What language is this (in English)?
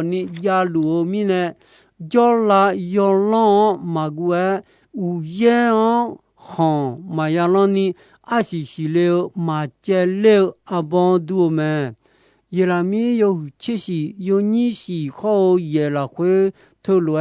Akha